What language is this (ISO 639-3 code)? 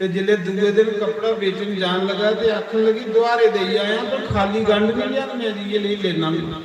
doi